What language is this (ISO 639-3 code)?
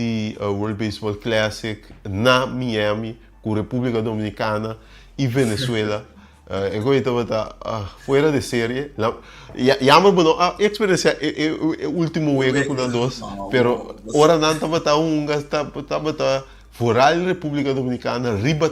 pap